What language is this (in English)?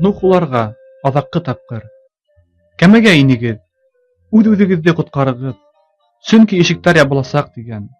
Bashkir